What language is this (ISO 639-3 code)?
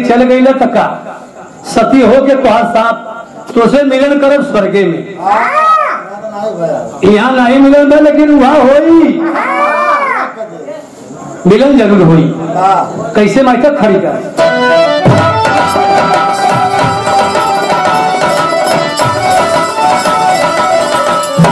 bho